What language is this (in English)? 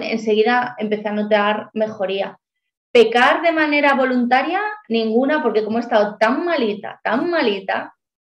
Spanish